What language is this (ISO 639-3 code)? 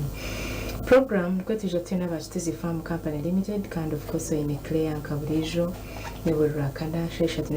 nyn